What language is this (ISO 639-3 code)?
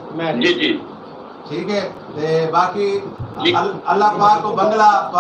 skr